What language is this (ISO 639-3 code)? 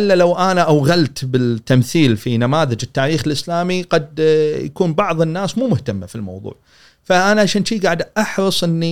afb